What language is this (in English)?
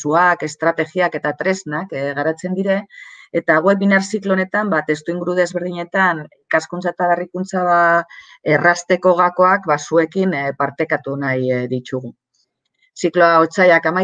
Basque